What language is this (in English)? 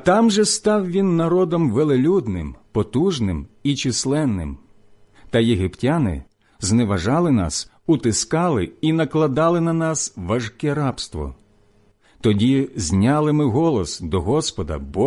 Ukrainian